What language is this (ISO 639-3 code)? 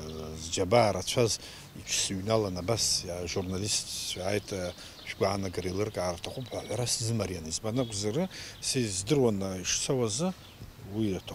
abk